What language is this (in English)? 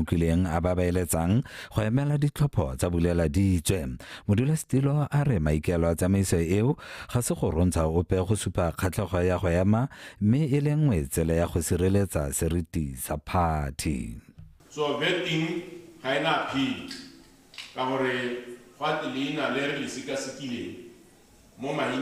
Tswana